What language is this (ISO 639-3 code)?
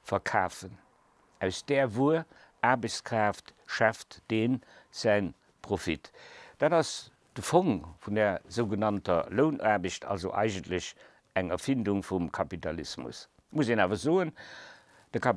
ltz